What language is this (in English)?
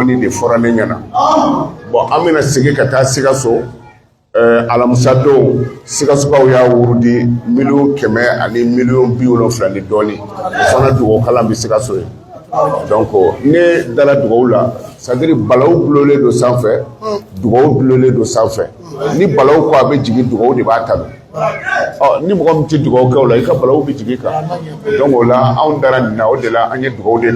Bambara